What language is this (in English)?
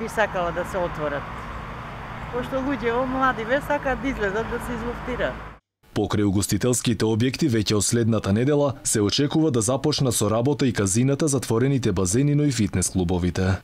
Macedonian